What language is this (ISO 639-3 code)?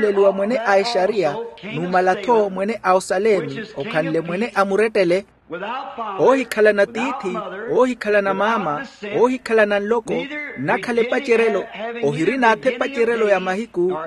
vmw